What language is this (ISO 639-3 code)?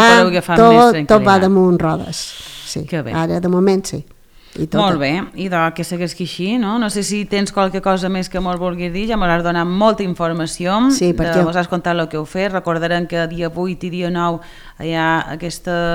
cat